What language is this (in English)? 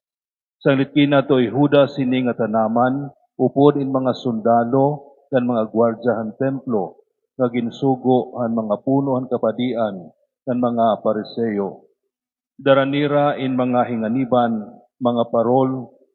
Waray